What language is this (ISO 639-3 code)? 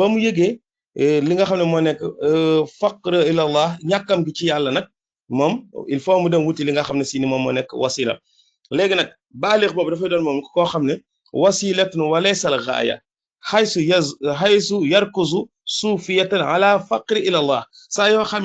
wol